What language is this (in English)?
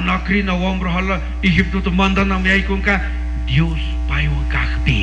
Chimborazo Highland Quichua